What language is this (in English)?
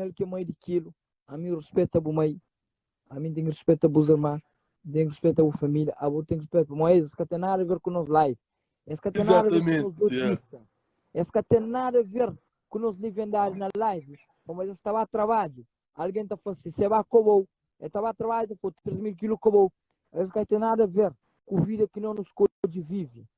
Kabuverdianu